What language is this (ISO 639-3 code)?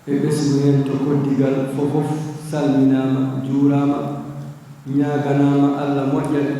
ful